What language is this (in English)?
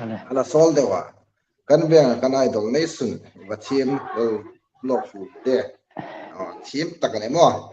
Hmar